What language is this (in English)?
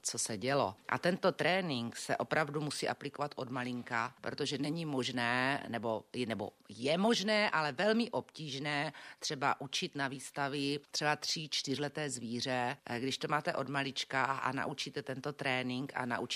Czech